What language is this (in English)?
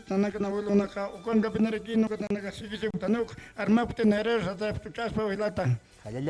Aymara